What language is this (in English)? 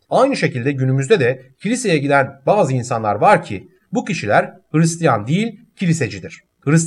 Turkish